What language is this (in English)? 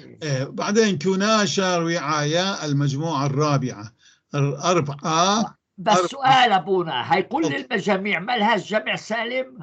North Levantine Arabic